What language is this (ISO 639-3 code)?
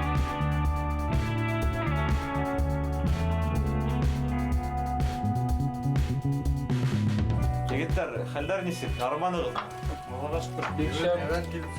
bak